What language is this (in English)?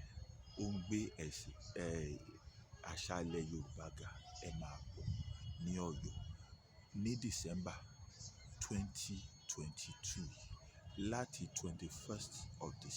Yoruba